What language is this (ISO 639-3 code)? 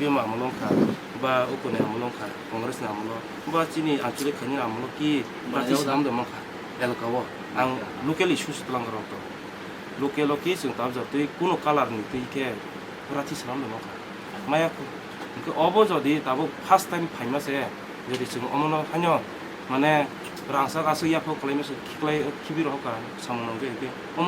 trp